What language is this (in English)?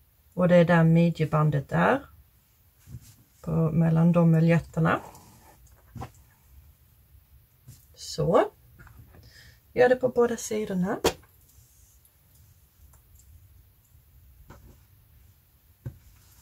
Swedish